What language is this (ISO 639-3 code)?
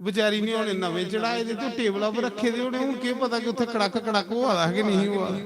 doi